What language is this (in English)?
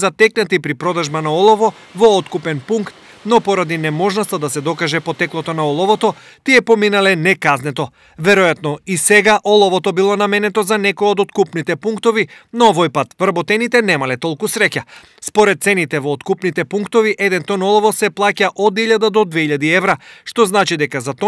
Macedonian